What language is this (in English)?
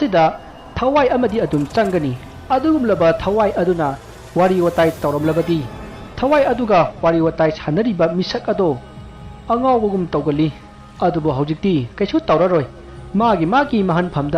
Manipuri